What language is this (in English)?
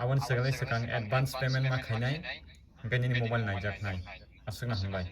Kok Borok